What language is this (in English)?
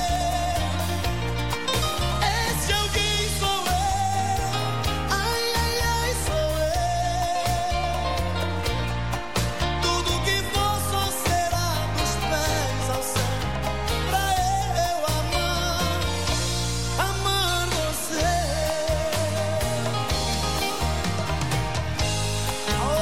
Portuguese